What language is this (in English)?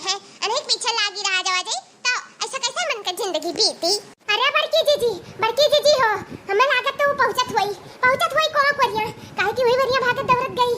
Awadhi